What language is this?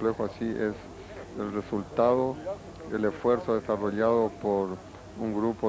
Spanish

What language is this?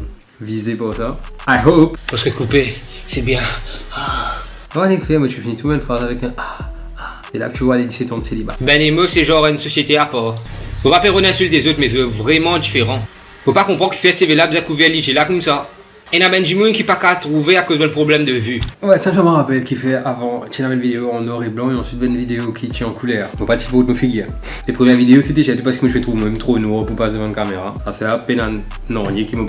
Morisyen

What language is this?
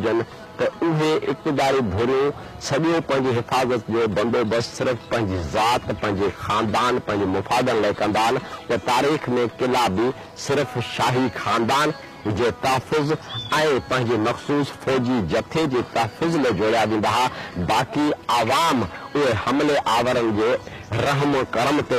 Sindhi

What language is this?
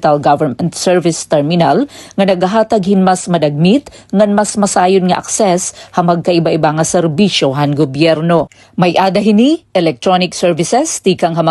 Waray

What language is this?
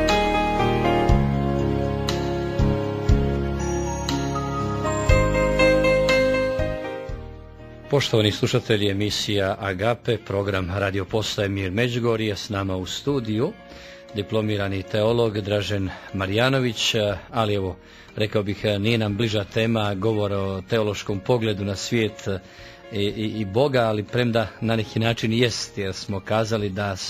Croatian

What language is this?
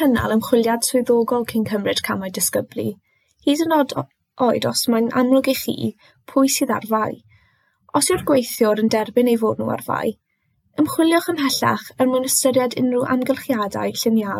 Welsh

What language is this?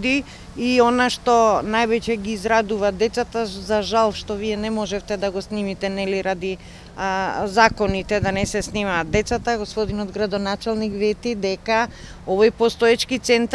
Macedonian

